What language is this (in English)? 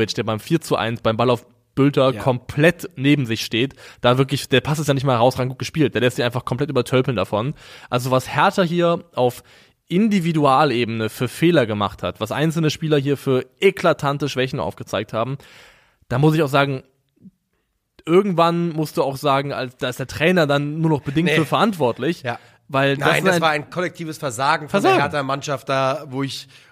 German